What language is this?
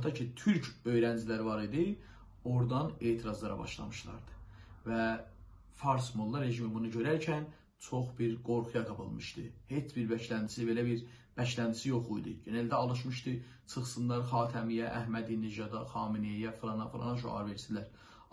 South Azerbaijani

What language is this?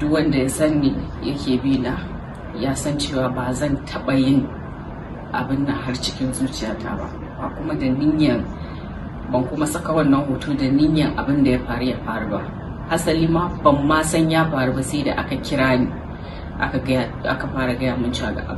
Hausa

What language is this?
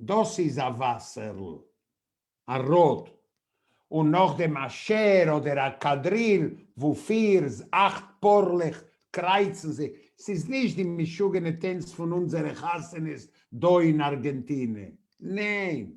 Yiddish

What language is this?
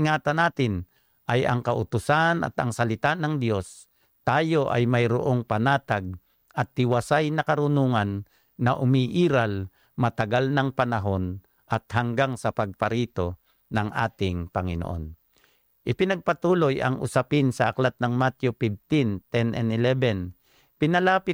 Filipino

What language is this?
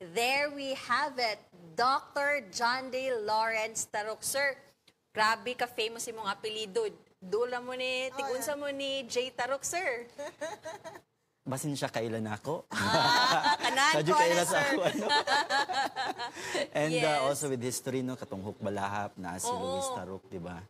Cebuano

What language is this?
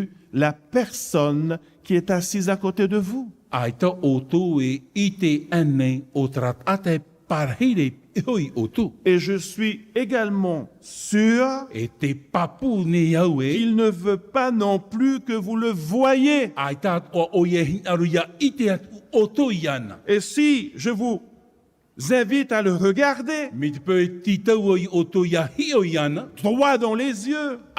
Tahitian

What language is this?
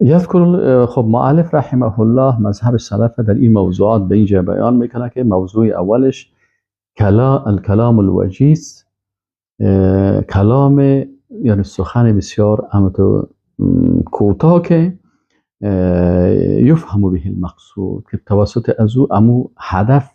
Persian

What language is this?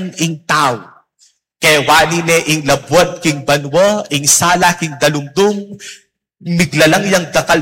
Pampanga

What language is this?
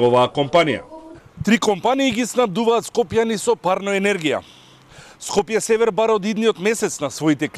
Macedonian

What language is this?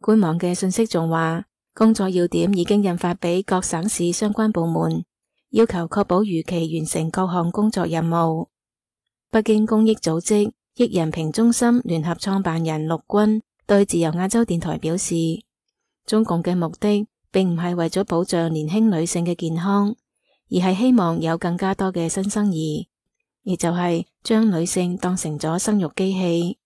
Cantonese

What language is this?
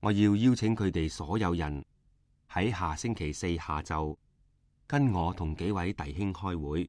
Cantonese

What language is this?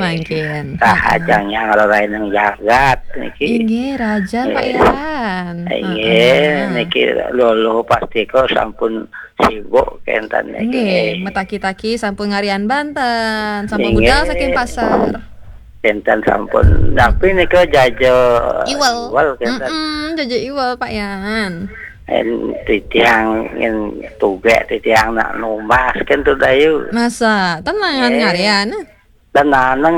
Balinese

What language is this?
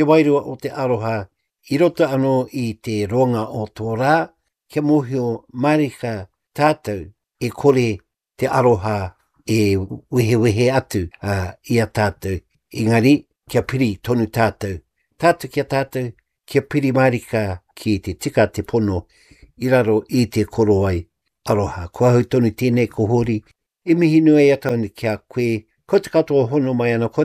Māori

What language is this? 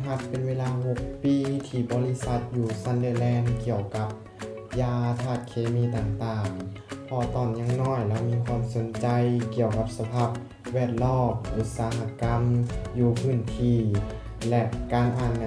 Lao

